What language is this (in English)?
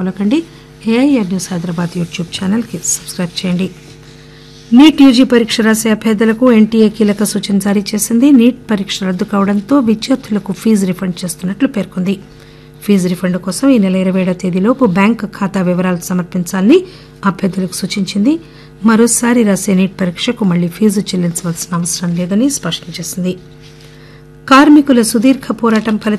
Telugu